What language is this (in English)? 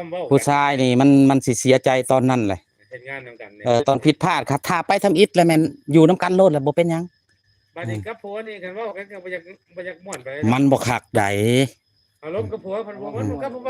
Lao